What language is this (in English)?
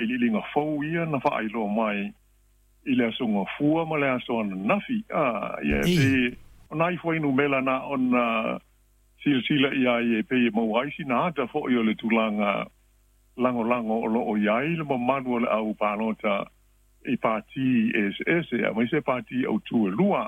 Samoan